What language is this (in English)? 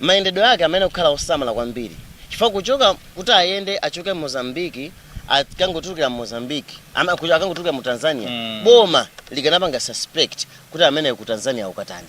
Nyanja